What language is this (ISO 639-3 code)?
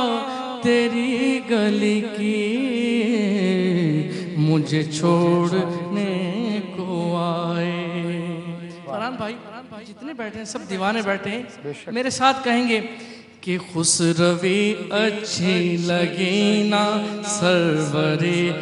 urd